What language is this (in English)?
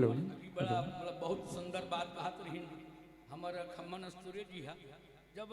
Chhattisgarhi